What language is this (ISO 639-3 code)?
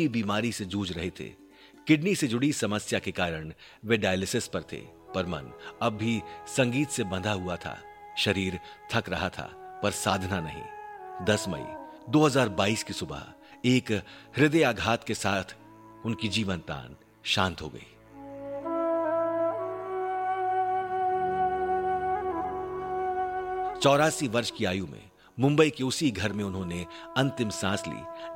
hin